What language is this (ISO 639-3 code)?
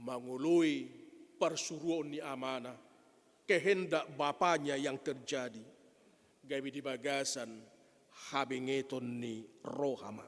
bbc